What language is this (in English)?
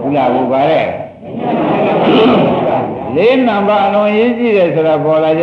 Burmese